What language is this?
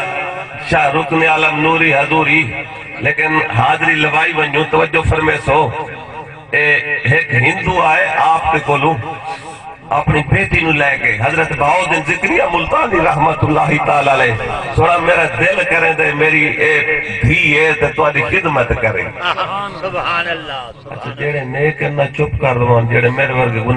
Saraiki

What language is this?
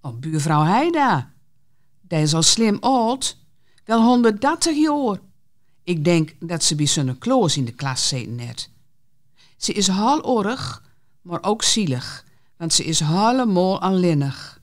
Gronings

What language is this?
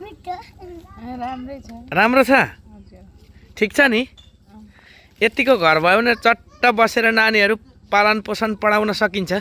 Nepali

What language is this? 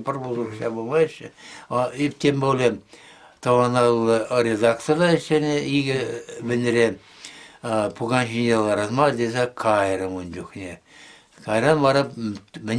Chuvash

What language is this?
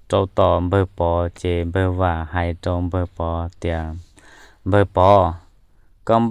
Hmong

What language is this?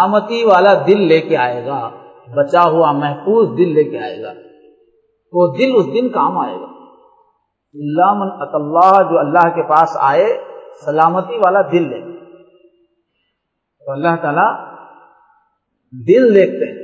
Urdu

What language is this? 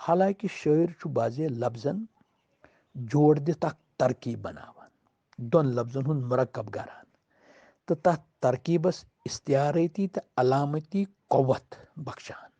Kashmiri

